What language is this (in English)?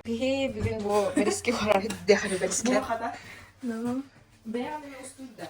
Yakut